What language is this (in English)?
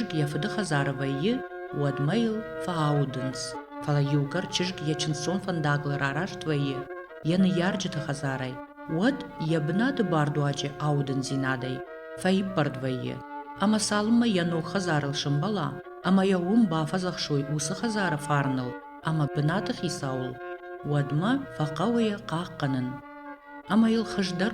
Ossetic